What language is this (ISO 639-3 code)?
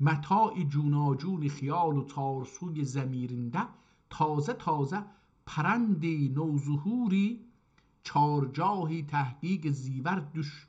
azb